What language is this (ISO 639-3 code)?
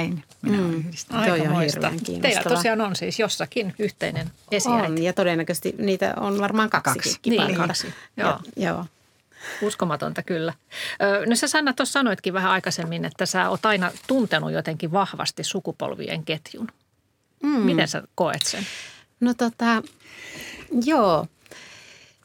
fin